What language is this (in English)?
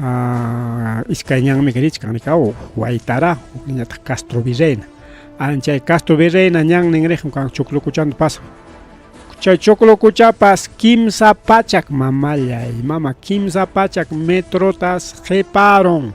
Ayacucho Quechua